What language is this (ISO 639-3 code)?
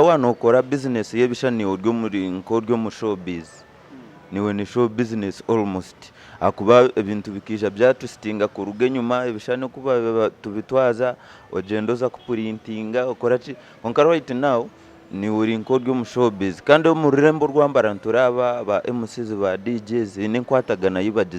nyn